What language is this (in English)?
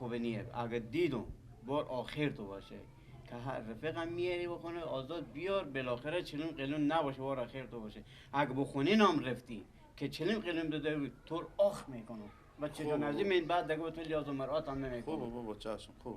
Persian